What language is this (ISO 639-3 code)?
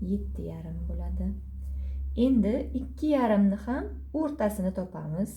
uzb